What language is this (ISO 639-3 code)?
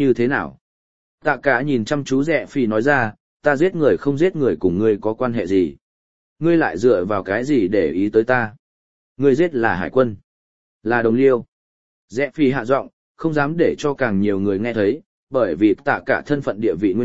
vie